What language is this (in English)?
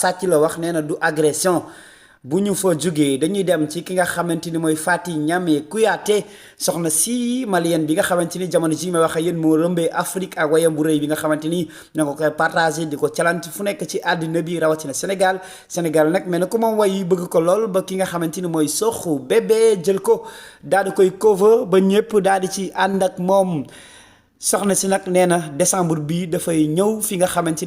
Wolof